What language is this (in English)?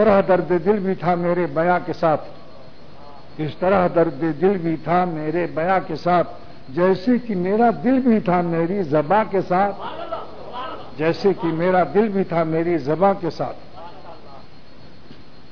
Urdu